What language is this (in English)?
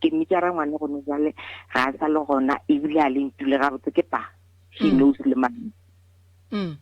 Northern Sotho